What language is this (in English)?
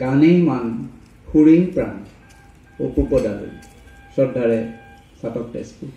Assamese